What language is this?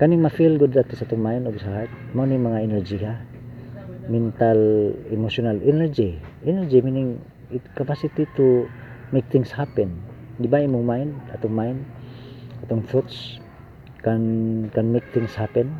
Cebuano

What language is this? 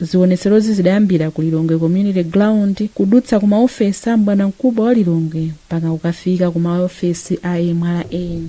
Nyanja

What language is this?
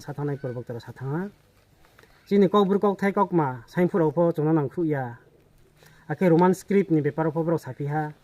Kok Borok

